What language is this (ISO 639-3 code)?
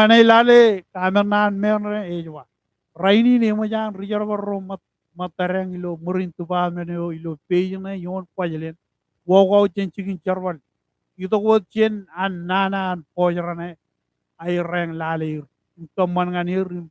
mah